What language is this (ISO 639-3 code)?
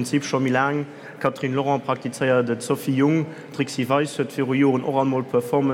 ltz